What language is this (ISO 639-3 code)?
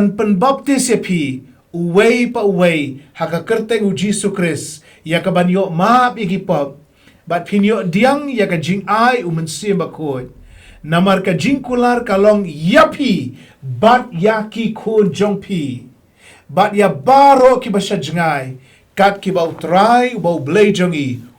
kha